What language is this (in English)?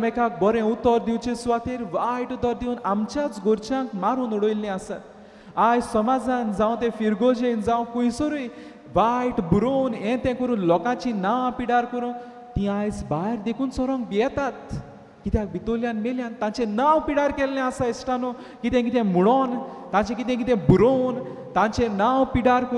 Konkani